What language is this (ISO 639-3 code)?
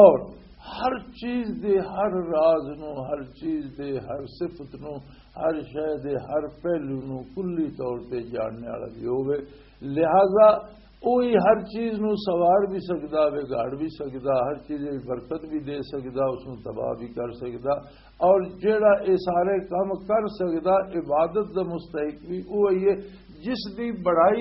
lah